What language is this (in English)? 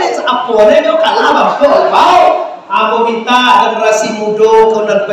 Minangkabau